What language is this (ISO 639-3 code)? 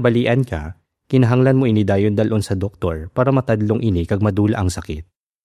hil